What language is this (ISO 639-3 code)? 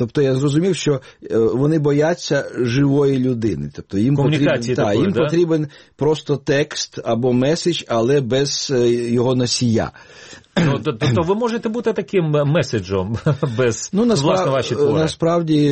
ukr